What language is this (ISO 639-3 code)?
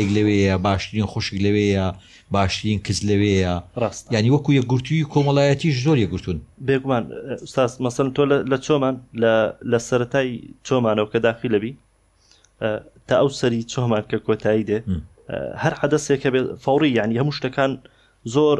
ckb